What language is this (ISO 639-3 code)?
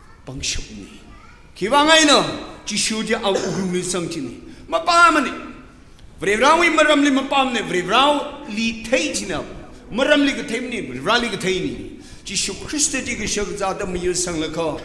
nmf